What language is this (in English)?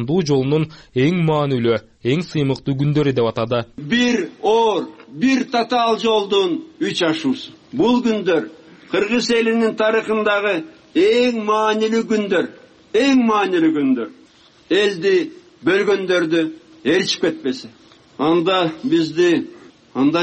Kyrgyz